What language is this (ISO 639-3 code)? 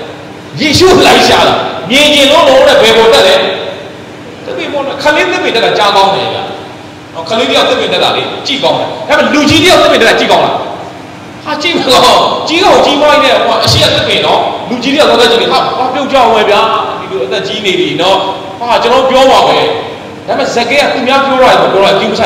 mya